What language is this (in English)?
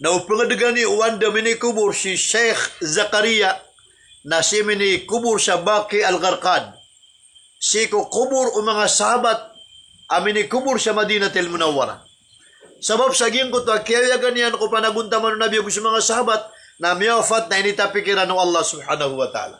Maranao